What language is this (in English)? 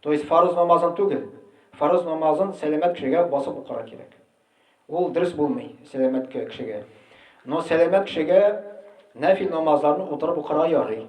Tatar